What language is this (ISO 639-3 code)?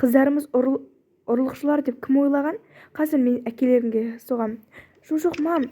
kaz